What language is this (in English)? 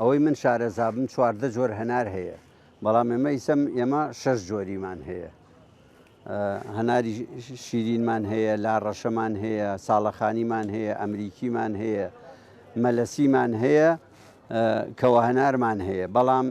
Central Kurdish